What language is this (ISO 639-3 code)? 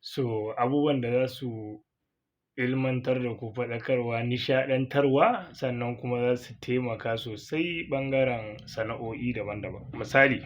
hau